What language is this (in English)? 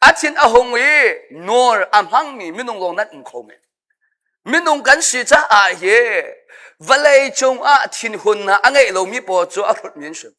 Hakha Chin